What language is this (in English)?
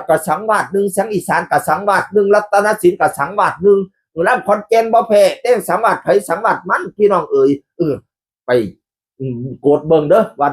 Northeastern Thai